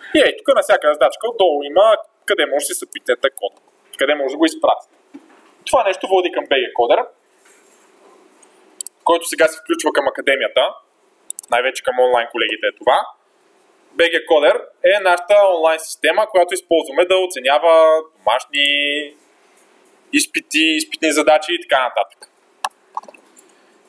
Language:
Bulgarian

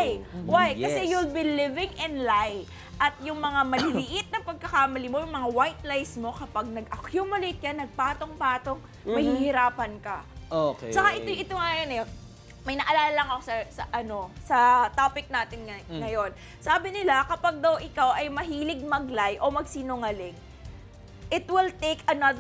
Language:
Filipino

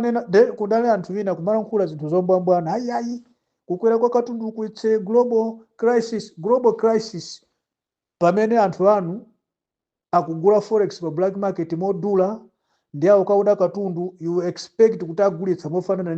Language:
Nyanja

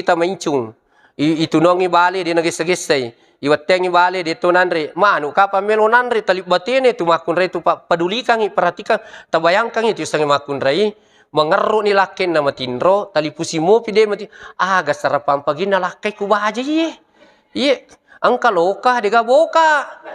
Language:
Buginese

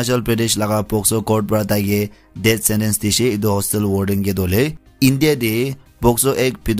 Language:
Naga Pidgin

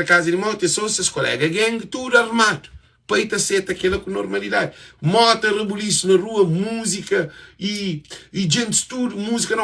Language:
Kabuverdianu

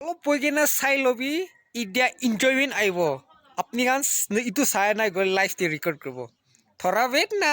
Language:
Yimchungru Naga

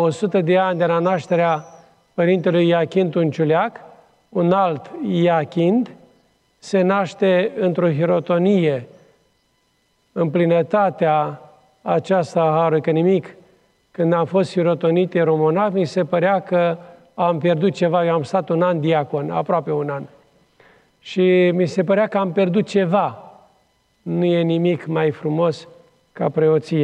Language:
Romanian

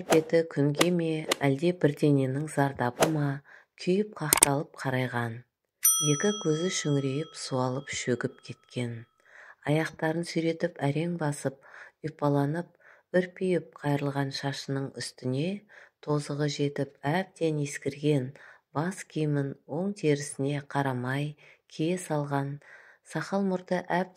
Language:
Kazakh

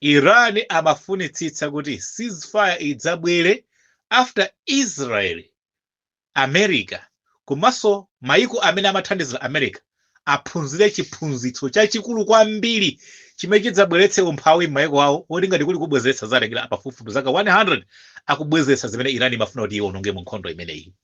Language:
Nyanja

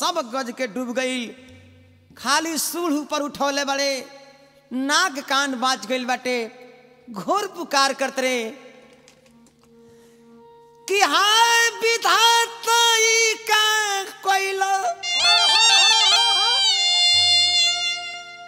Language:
Bhojpuri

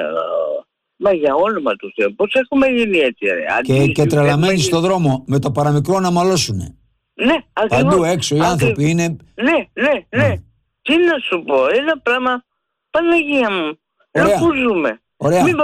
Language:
Greek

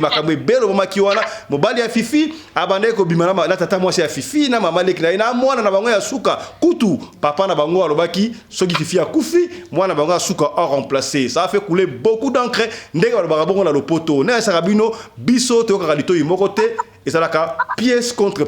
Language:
Lingala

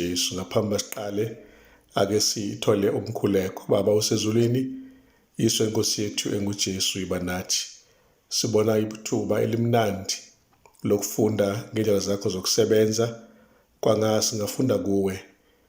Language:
Zulu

